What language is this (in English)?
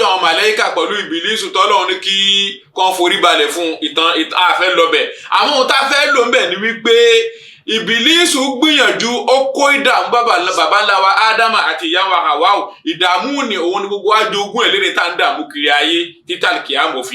Yoruba